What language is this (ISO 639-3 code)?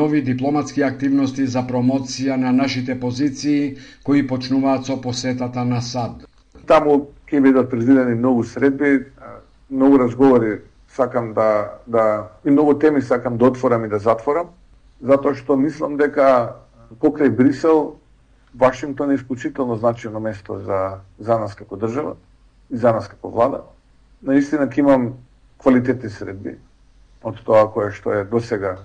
mkd